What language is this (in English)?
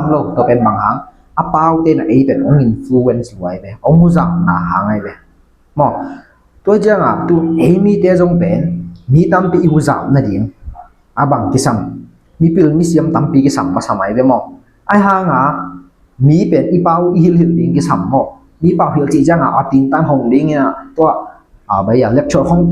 Tedim Chin